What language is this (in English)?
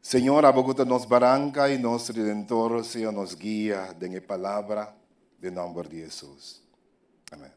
Papiamento